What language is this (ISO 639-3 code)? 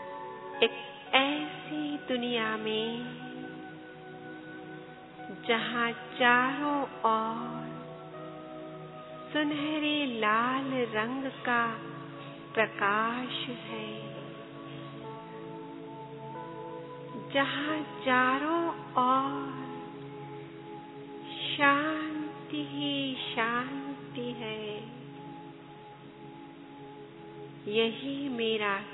hin